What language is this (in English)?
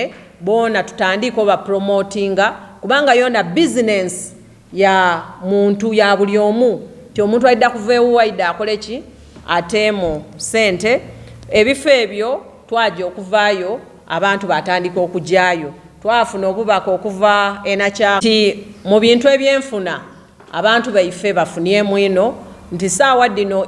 Soga